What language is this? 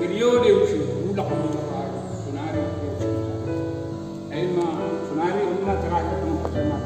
Batak Simalungun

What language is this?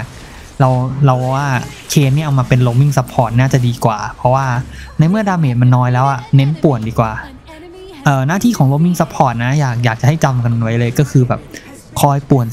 Thai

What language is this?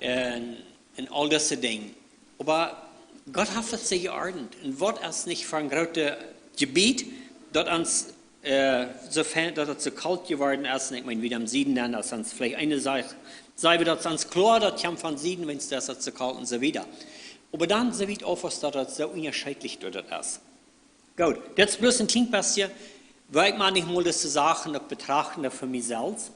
Plautdietsch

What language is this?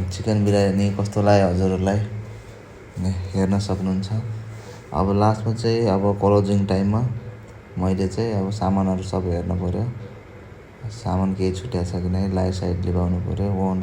Nepali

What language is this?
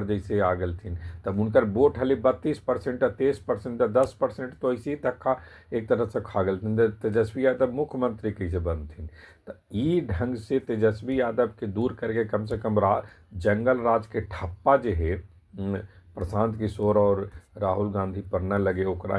Magahi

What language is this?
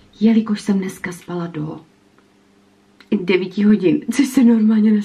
Czech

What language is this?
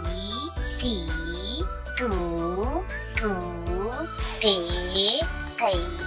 Gujarati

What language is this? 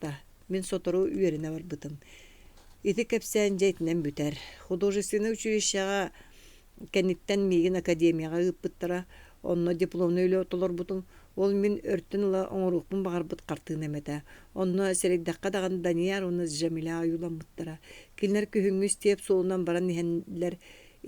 Yakut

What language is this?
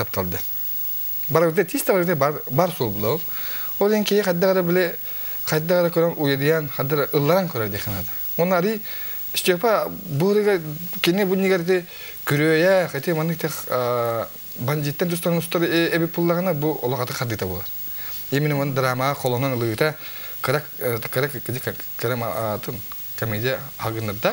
Yakut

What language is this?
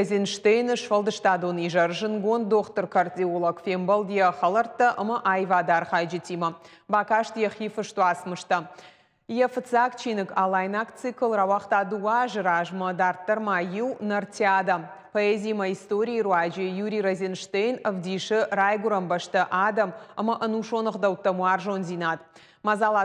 Ossetic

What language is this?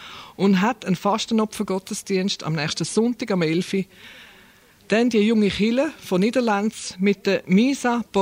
German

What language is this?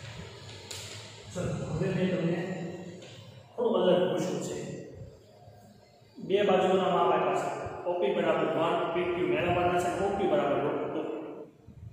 Gujarati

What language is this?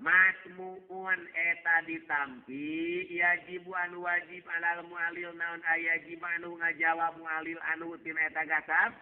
Sundanese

